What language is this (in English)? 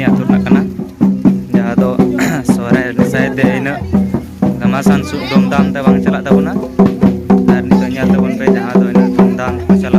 Santali